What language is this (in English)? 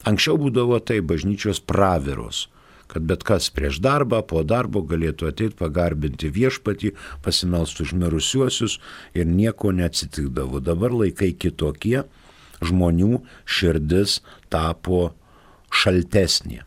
Lithuanian